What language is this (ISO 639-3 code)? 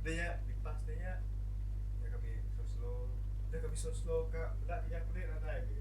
iba